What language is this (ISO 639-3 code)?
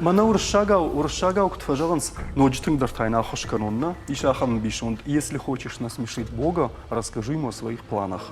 oss